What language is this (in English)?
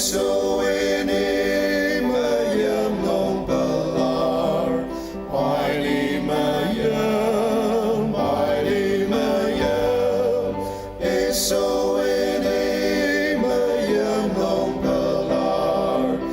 Ao Naga